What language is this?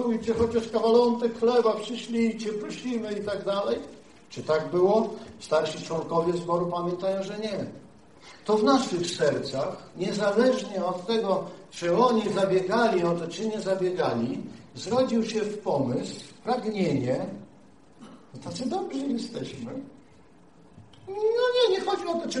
Polish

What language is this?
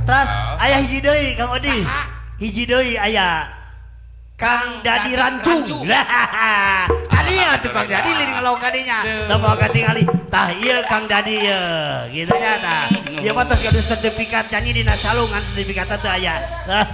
Sundanese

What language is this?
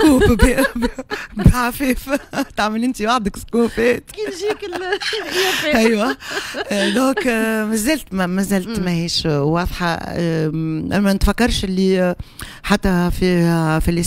Tunisian Arabic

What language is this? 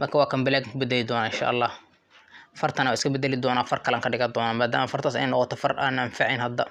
Somali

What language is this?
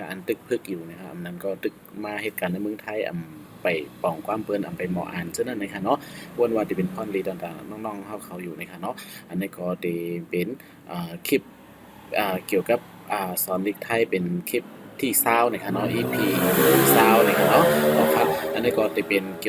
Shan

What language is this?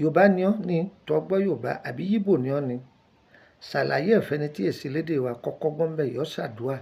Yoruba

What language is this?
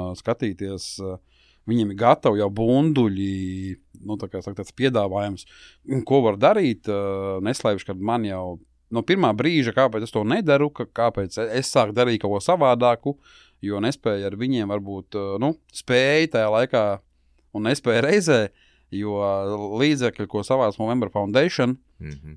Latvian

